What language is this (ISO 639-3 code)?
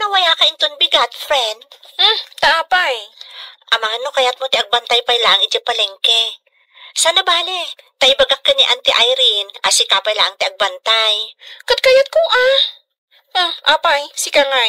ilo